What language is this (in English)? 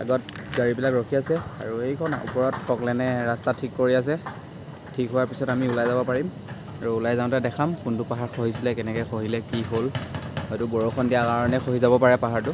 Assamese